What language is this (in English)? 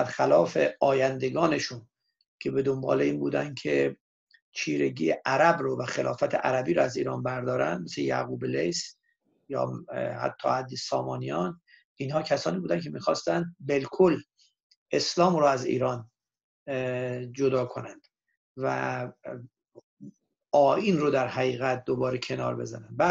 Persian